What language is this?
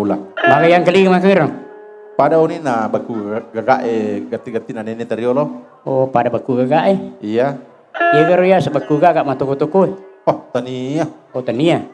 Buginese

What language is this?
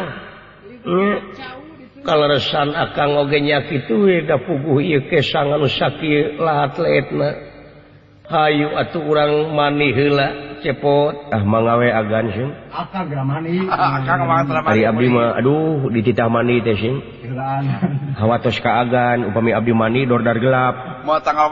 Sundanese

